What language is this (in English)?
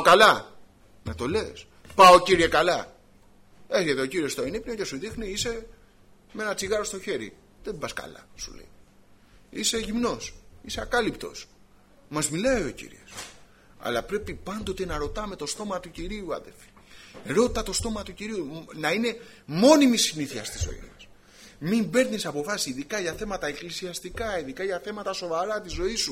Greek